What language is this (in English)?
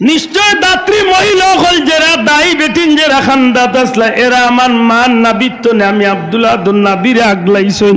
Sylheti